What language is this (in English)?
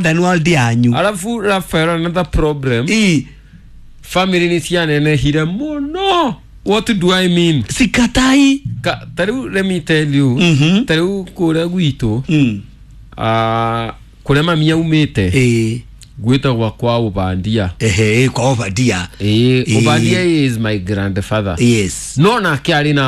Kikuyu